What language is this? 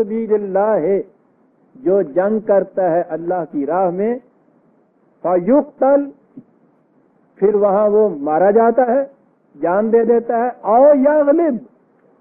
Urdu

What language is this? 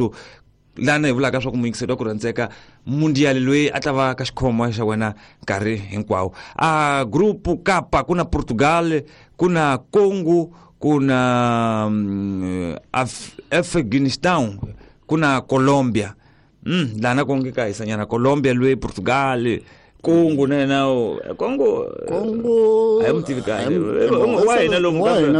Tsonga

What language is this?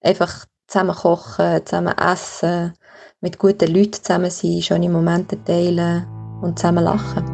Swiss German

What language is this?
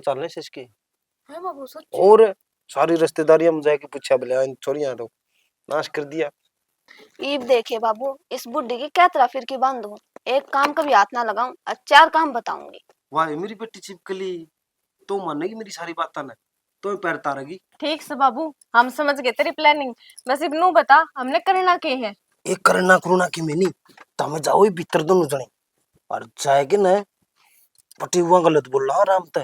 Haryanvi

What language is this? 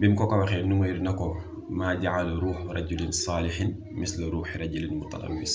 Wolof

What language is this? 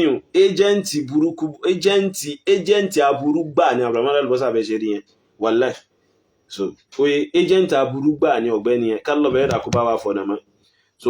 Yoruba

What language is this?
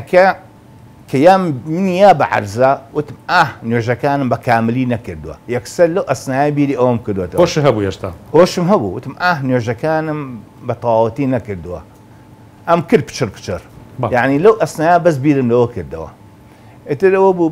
Central Kurdish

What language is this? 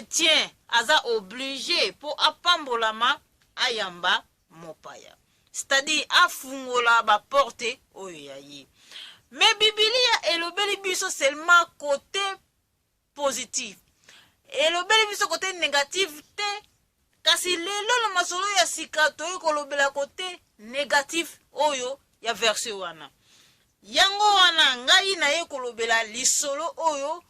Lingala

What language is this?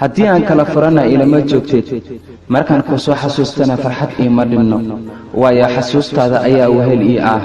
Somali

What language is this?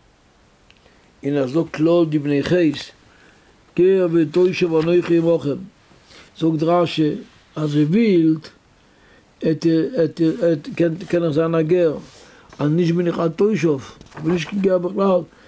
Yiddish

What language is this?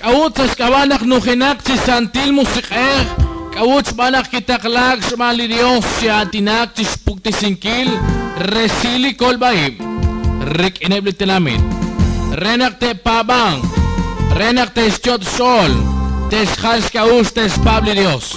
Kekchí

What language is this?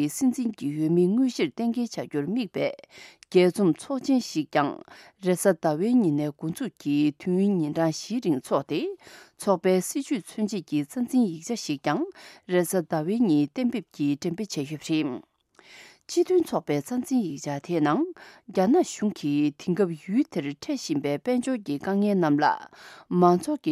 Tibetan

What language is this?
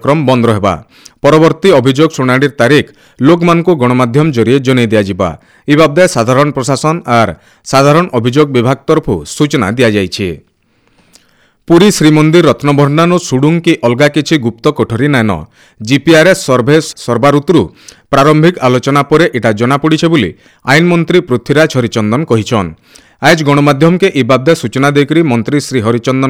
Odia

